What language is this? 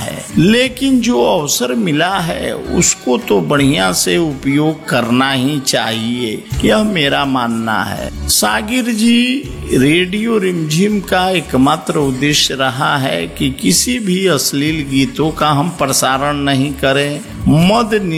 Hindi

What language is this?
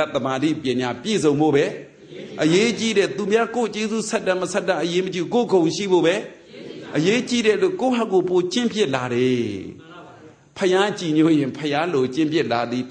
Burmese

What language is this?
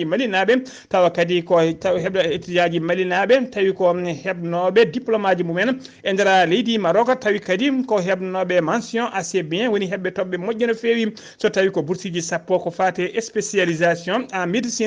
Fula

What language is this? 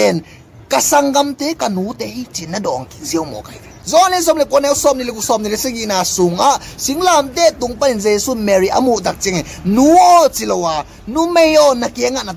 Tedim Chin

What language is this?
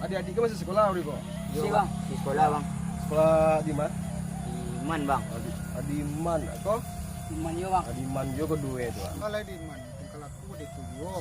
Minangkabau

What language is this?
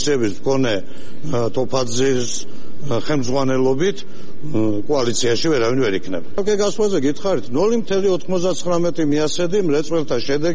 Georgian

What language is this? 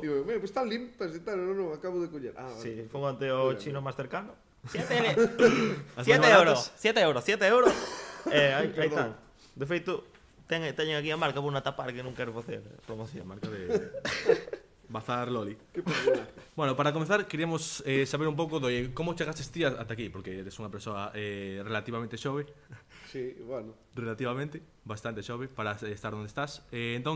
Galician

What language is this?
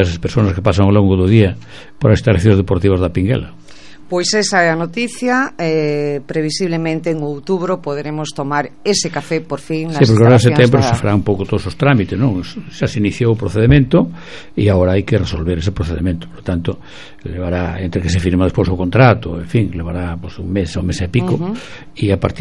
Galician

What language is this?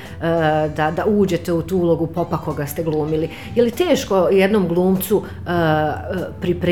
Croatian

